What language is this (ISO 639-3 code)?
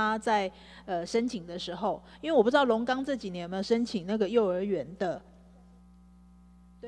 zho